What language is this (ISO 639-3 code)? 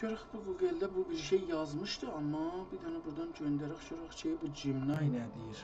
azb